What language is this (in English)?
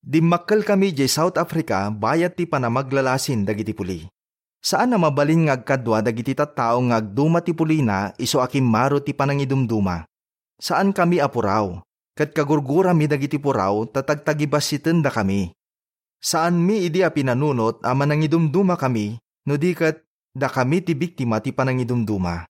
Iloko